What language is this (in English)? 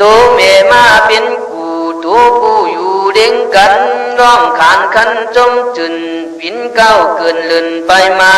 Khün